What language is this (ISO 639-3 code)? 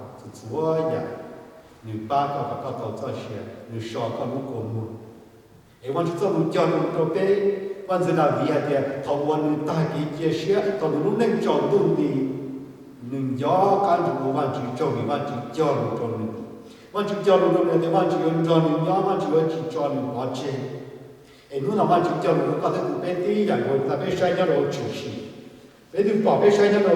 hmn